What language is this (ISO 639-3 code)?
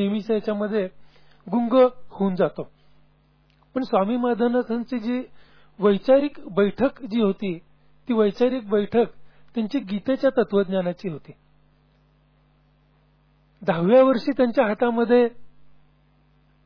mar